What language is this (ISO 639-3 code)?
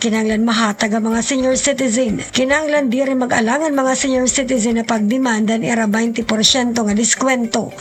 war